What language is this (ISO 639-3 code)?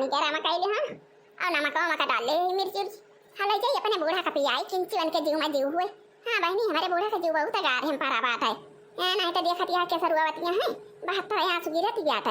awa